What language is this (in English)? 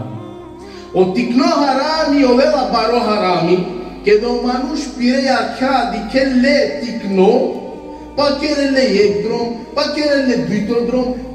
Balkan Romani